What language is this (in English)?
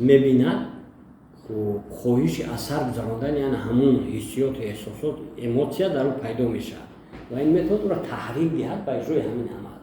Tajik